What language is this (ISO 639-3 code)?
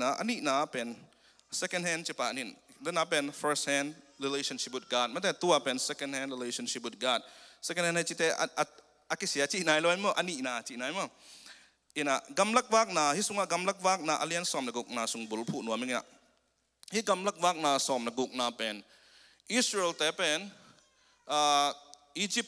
ctd